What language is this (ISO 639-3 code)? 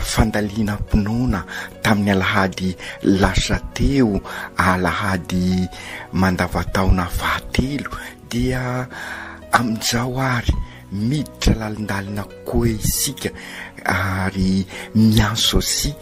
mlg